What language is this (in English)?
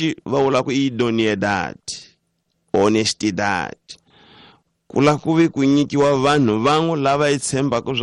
Tsonga